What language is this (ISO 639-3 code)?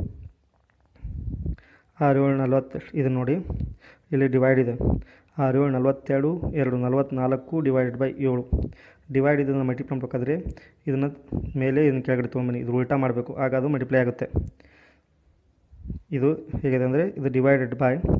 kan